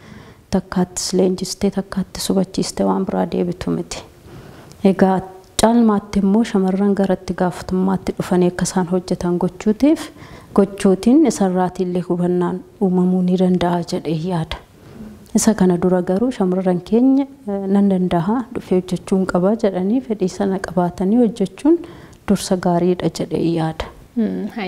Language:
Oromo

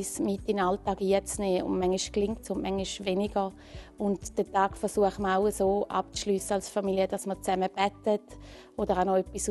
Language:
Swiss German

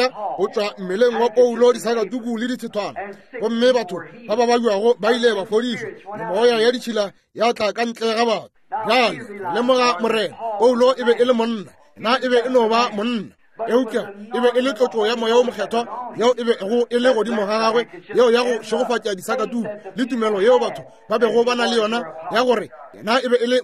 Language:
Northern Sotho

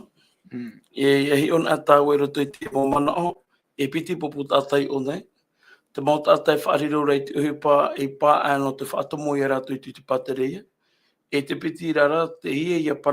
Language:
Tahitian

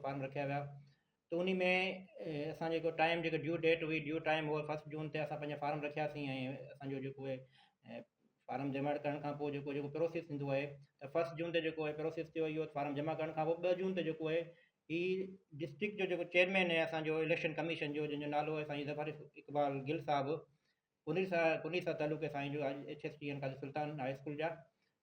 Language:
Sindhi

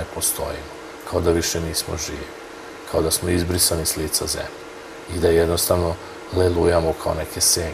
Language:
Serbian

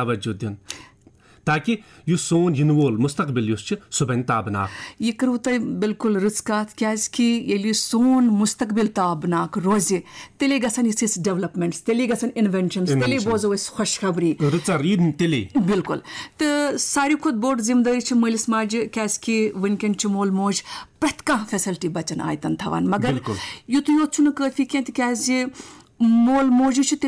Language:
Kashmiri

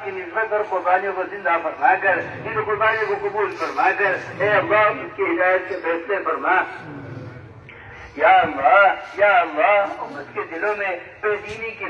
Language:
Urdu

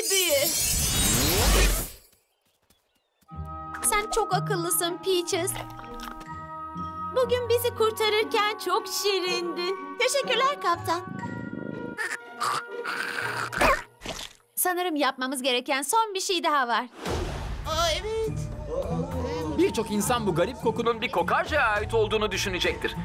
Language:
Turkish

